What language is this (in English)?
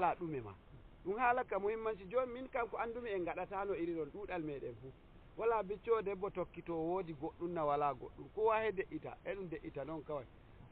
Nigerian Fulfulde